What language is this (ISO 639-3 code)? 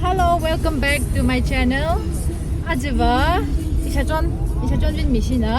nmf